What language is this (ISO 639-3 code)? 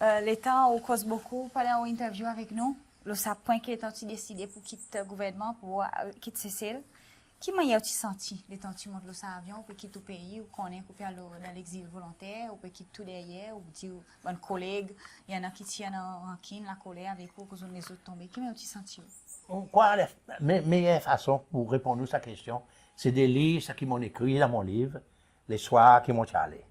crs